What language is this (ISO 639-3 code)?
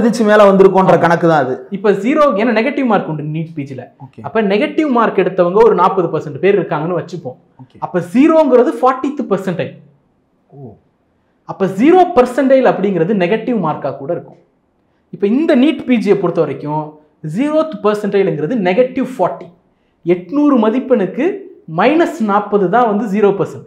tam